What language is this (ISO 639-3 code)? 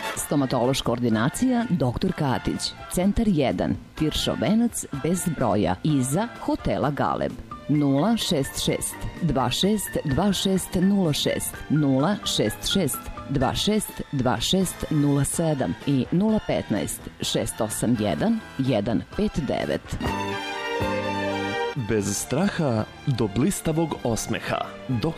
srp